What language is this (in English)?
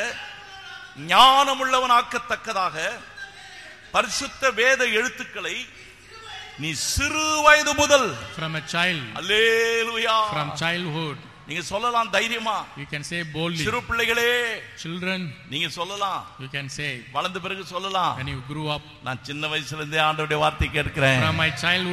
Tamil